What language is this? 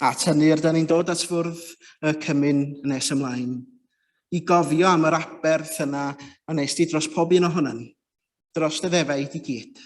Welsh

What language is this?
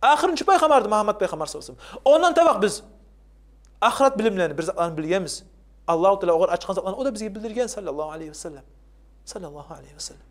Kumyk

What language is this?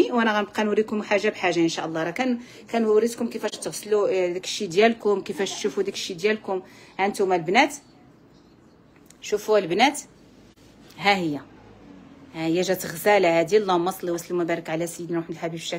Moroccan Arabic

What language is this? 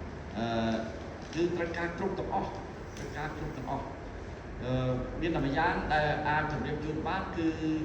Khmer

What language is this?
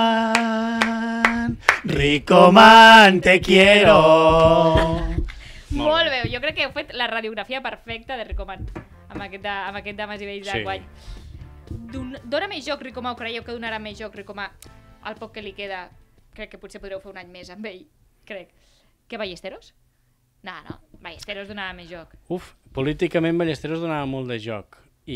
Catalan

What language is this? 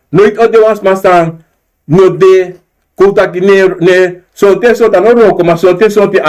Sranan Tongo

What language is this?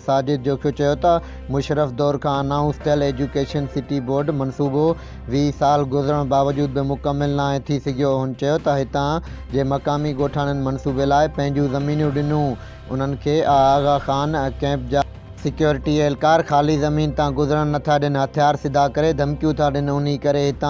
Sindhi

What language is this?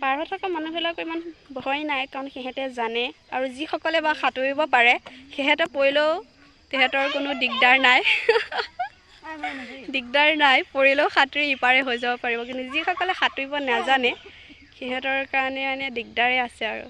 Assamese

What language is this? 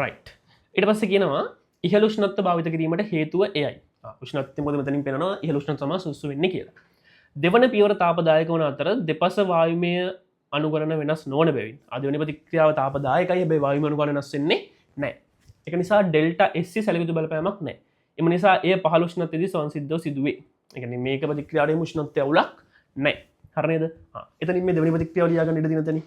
Sinhala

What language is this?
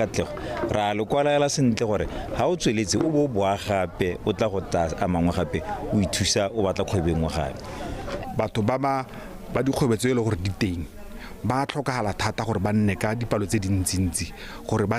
Tswana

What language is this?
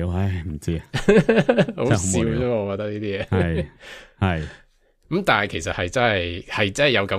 Cantonese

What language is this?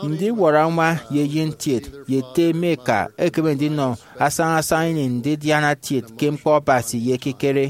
Efik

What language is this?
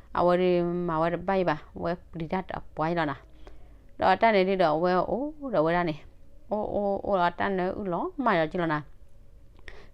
S'gaw Karen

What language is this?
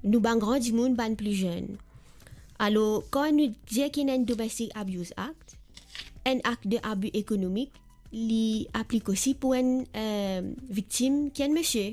Morisyen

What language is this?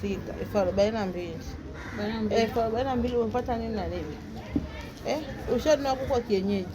Swahili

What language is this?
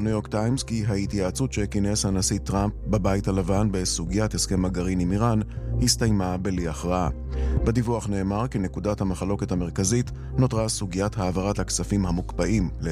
Hebrew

